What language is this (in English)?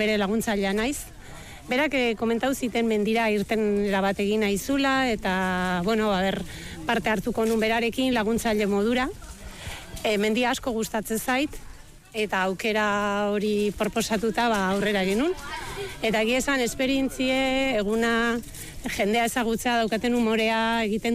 Basque